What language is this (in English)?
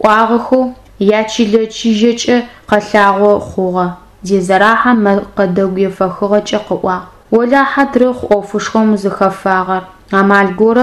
Adyghe